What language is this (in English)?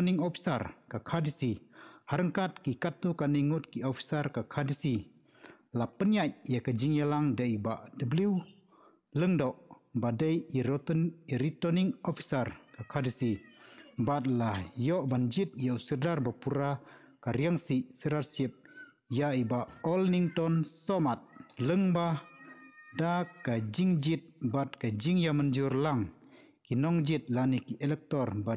Khasi